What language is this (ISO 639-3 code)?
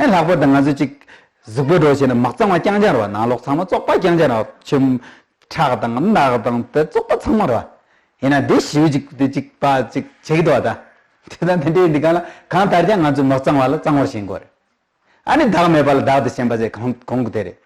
bod